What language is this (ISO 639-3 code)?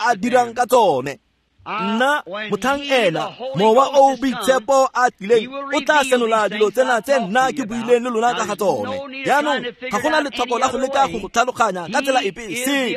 tsn